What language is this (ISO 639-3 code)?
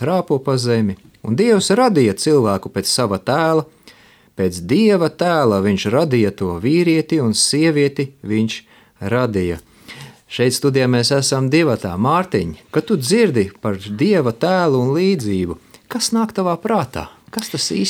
lav